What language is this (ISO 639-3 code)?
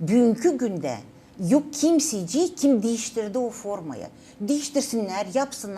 gag